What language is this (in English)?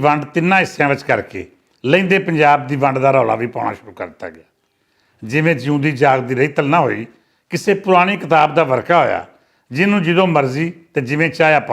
Western Panjabi